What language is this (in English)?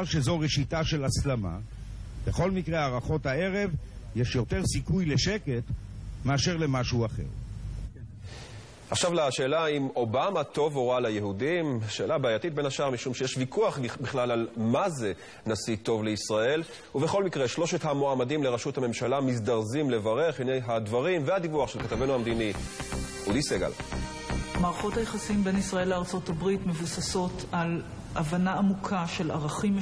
Hebrew